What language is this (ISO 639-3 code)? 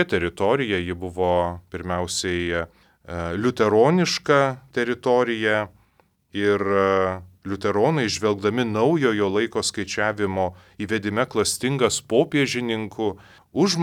lit